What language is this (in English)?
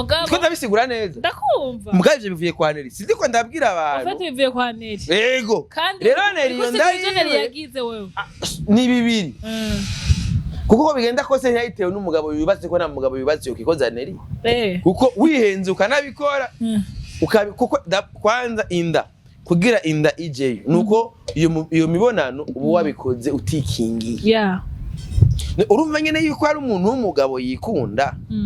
Rundi